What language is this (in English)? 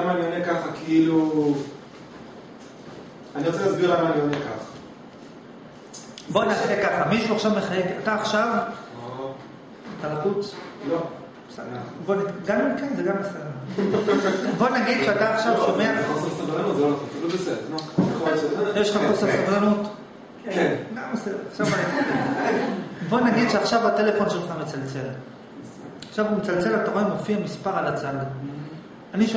Hebrew